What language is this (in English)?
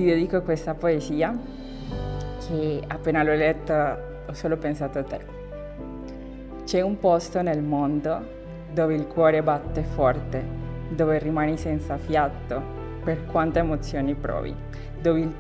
Italian